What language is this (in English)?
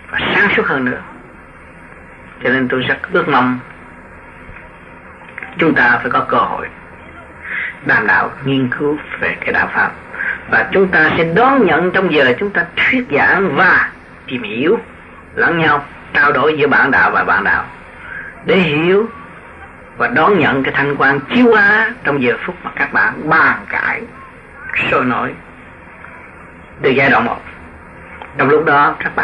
Vietnamese